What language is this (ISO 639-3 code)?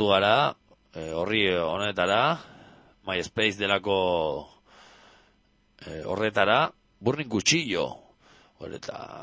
eus